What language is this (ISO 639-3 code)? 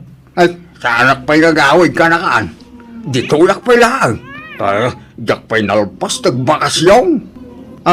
ilo